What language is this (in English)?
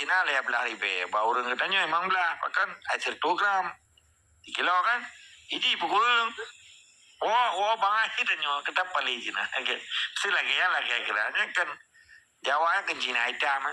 Achinese